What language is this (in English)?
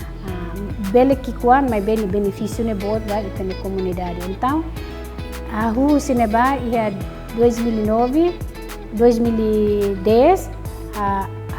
Tetum